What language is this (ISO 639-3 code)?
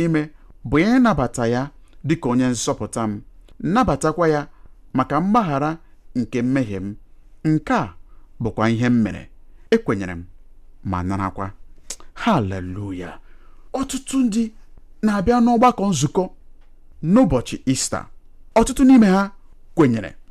ibo